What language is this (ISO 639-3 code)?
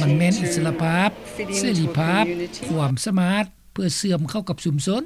lao